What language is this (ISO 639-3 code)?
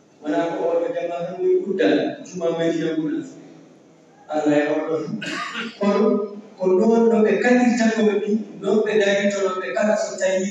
ful